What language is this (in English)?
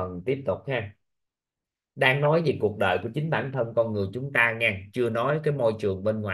Vietnamese